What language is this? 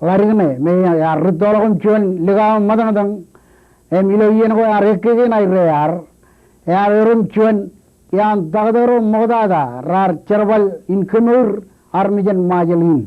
Marshallese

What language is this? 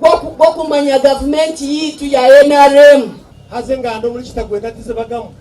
Nyankole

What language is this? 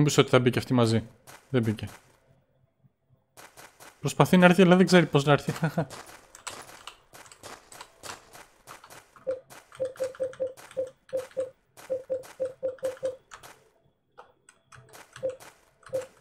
Greek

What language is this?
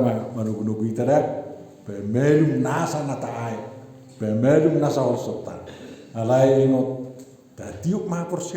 Batak Toba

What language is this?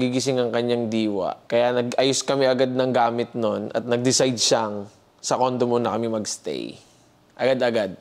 Filipino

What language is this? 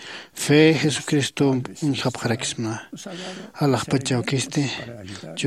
Aymara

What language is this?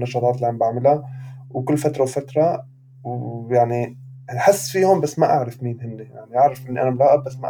North Levantine Arabic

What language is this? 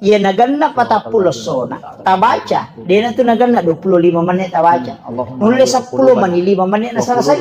Buginese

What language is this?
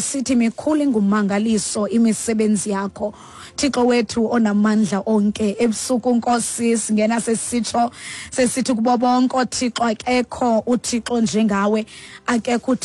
Xhosa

